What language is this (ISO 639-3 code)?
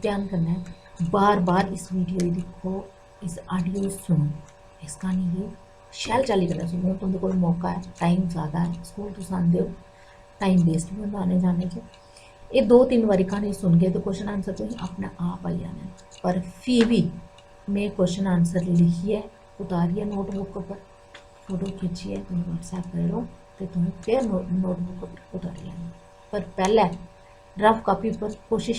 doi